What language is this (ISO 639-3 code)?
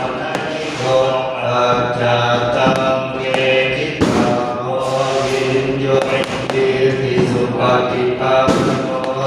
pli